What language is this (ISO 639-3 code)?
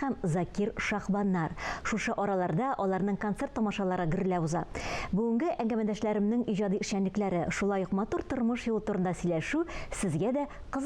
tat